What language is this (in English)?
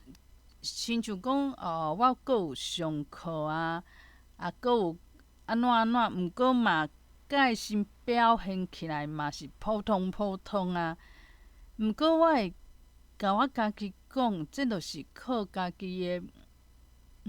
Min Nan Chinese